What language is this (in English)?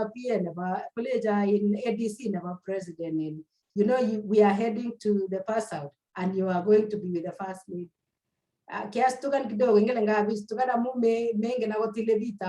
Kalenjin